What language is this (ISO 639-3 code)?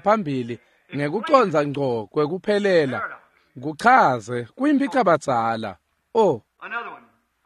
ssw